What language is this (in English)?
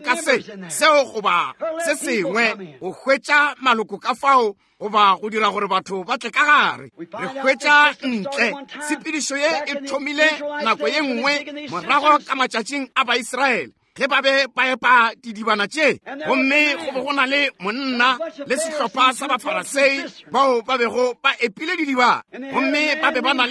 Northern Sotho